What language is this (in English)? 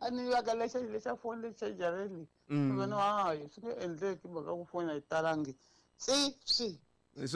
Tsonga